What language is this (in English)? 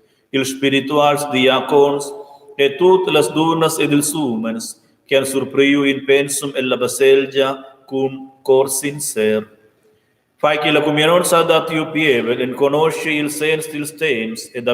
Romansh